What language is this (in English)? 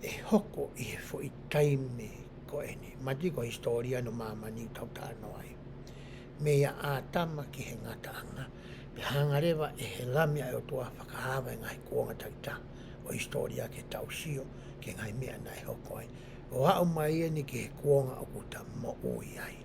Tongan